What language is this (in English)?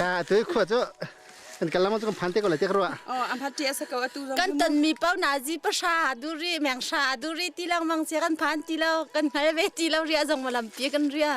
Hakha Chin